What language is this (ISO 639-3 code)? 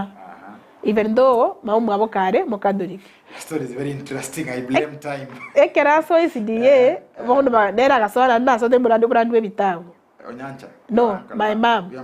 guz